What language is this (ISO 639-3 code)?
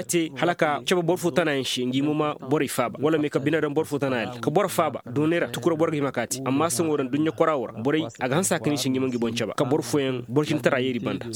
ses